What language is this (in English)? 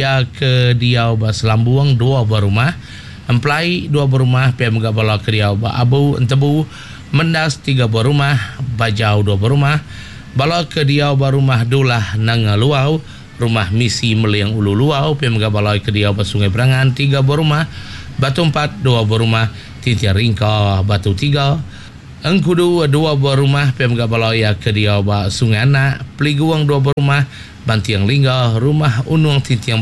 Iban